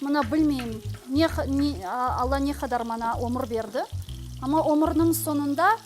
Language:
Crimean Tatar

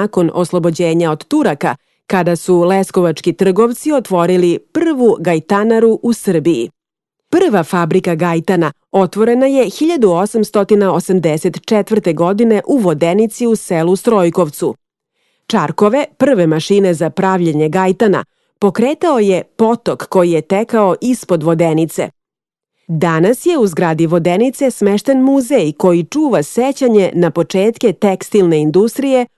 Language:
Serbian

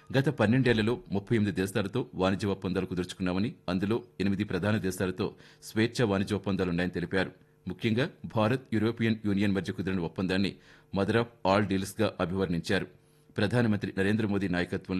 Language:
Telugu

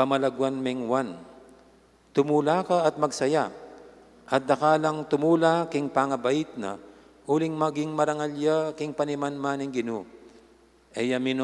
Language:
Pampanga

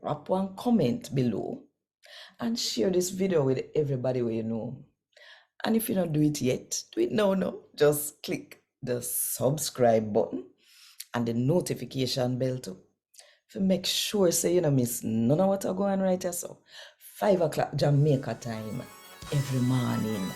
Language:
Jamaican Creole English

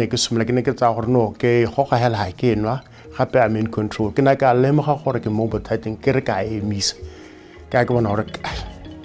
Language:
Tswana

